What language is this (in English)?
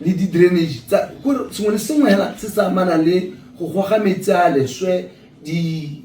Tswana